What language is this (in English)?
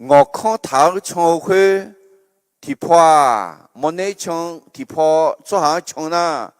Akha